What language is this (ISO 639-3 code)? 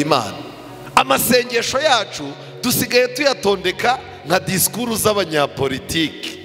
kin